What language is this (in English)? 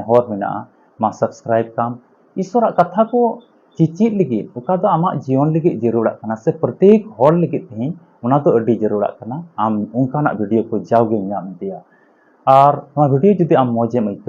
Santali